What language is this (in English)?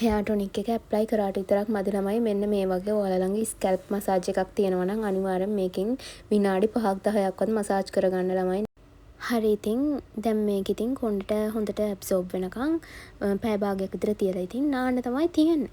Sinhala